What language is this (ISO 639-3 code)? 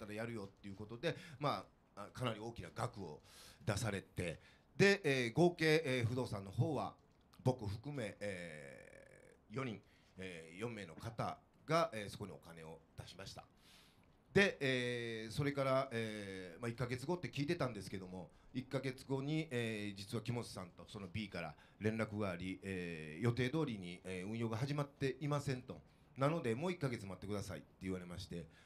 jpn